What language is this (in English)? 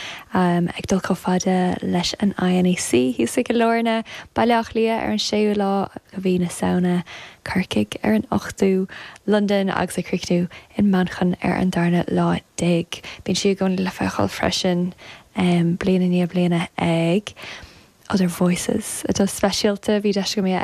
Irish